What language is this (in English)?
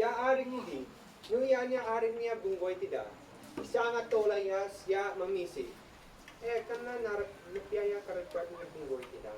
Isnag